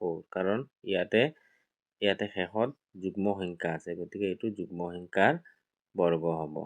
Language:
Assamese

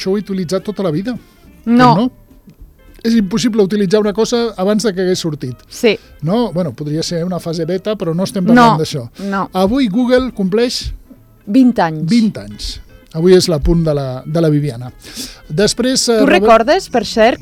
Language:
Catalan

